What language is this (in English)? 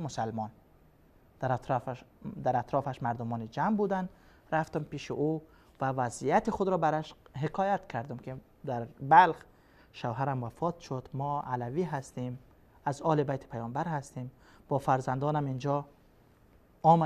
Persian